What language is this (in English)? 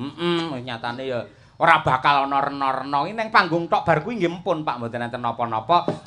Javanese